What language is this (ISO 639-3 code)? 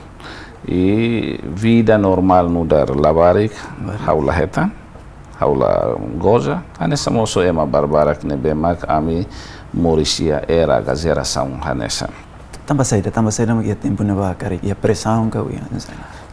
tet